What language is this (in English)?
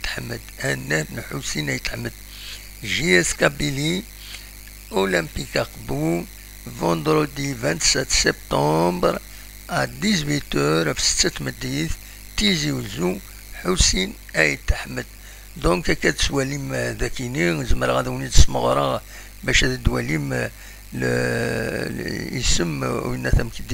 Kabyle